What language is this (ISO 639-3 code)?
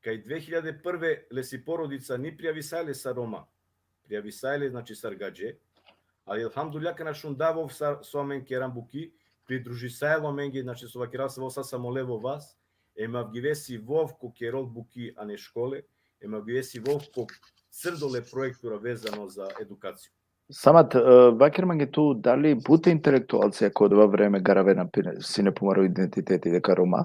rmn